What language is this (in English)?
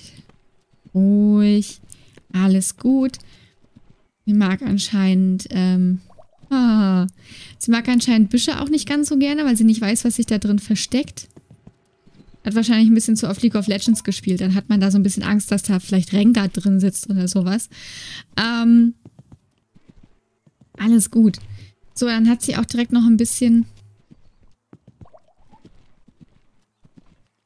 German